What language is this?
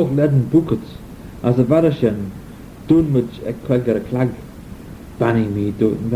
Manx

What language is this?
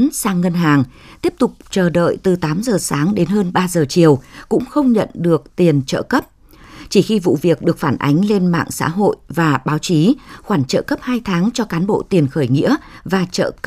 Vietnamese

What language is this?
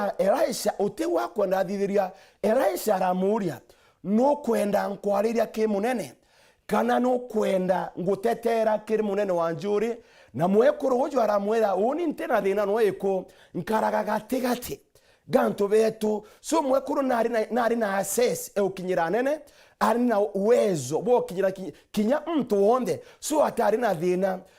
Meru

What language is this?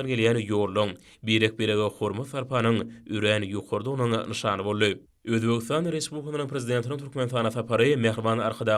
Turkmen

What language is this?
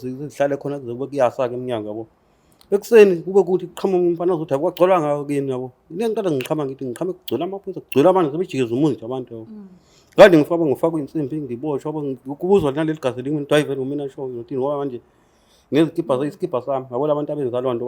Zulu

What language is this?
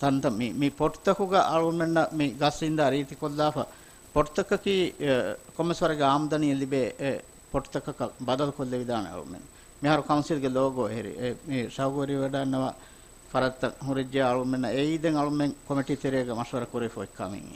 Divehi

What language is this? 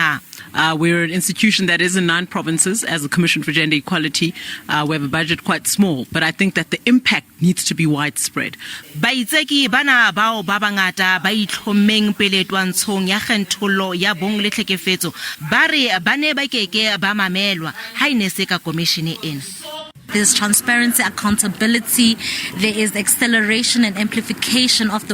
Southern Sotho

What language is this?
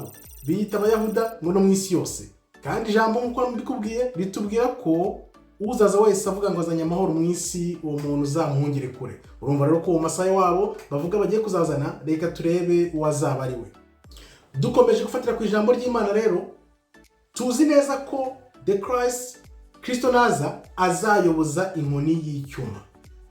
Kinyarwanda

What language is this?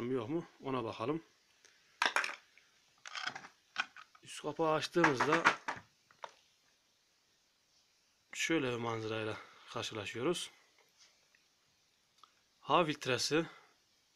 Turkish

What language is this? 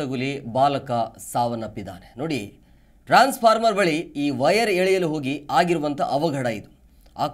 Kannada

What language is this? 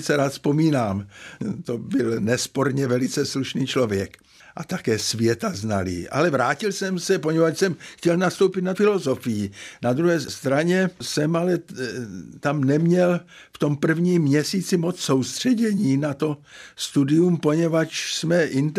Czech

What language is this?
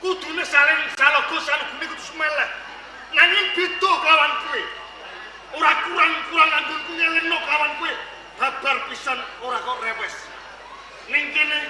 Javanese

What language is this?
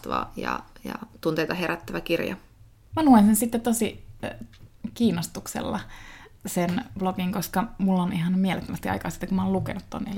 Finnish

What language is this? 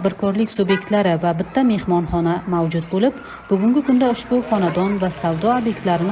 Uzbek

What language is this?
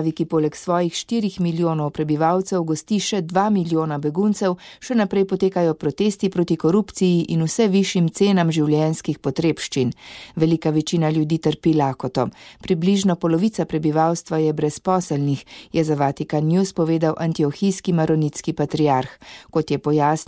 Slovenian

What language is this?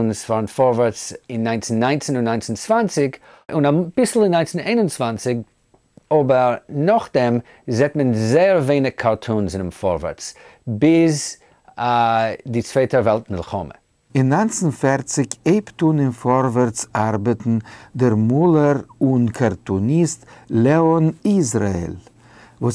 Yiddish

